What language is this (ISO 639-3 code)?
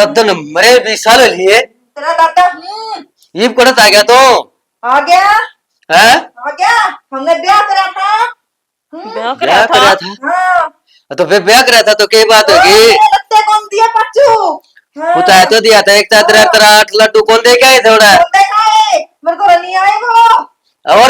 bgc